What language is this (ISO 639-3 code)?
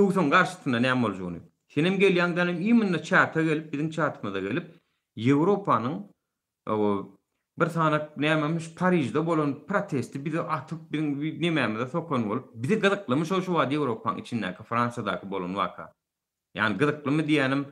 tuk